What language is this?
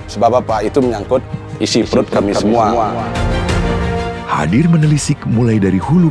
Indonesian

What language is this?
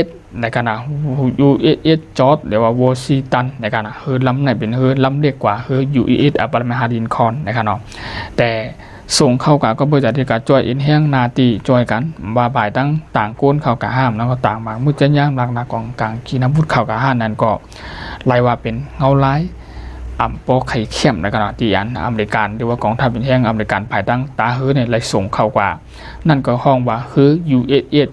Shan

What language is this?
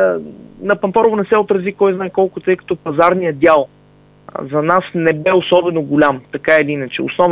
Bulgarian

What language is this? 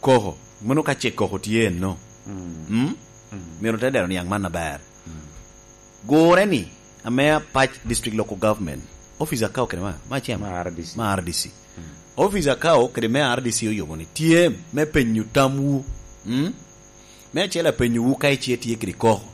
Lango (Uganda)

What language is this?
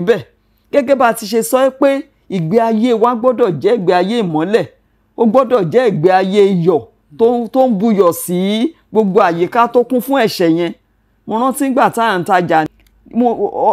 Yoruba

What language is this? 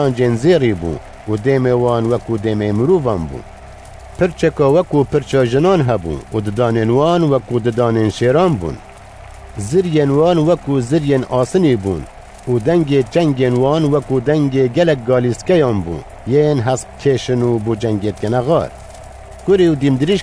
Kurdish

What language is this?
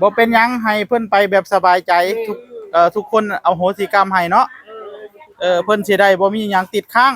Northeastern Thai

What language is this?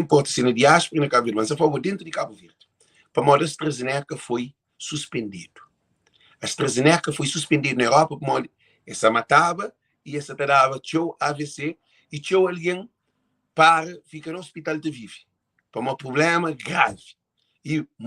Kabuverdianu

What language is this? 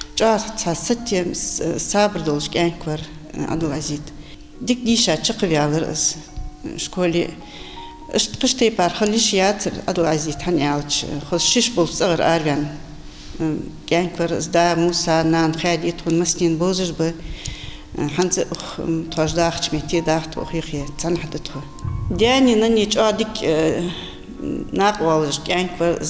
Ingush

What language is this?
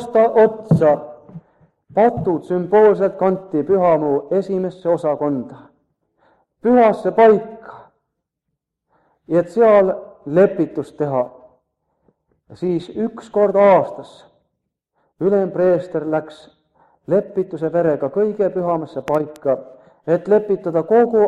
Estonian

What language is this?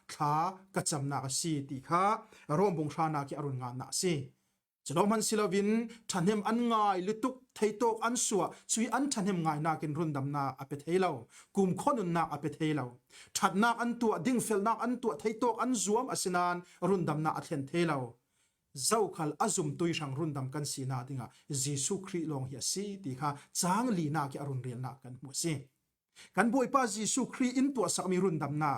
Falam Chin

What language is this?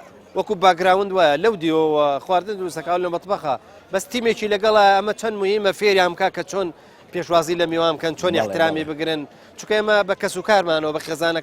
Central Kurdish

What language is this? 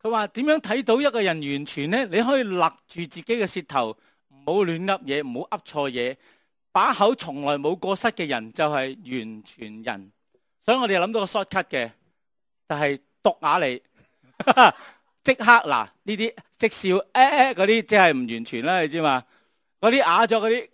Cantonese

